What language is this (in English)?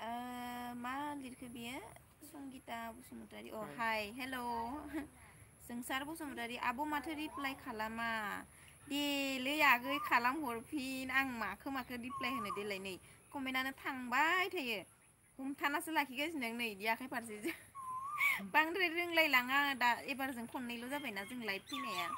Bodo